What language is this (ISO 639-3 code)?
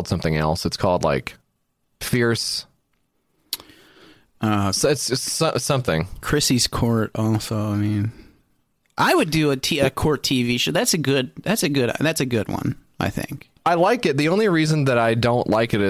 eng